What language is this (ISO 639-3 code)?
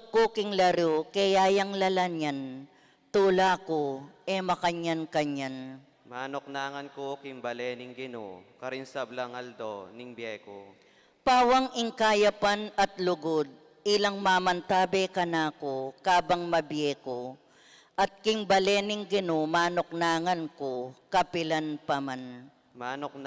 pam